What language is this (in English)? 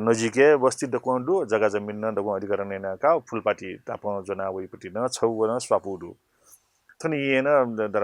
Newari